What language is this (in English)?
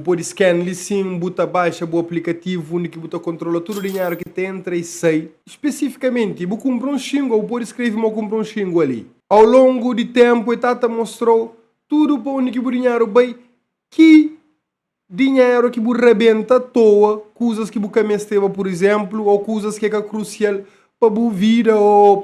Kabuverdianu